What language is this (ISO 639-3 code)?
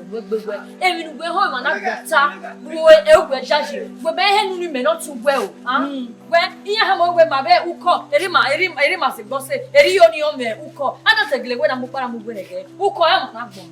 bin